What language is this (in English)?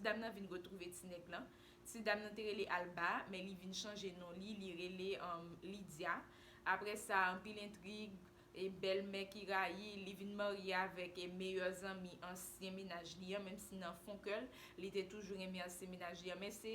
Haitian Creole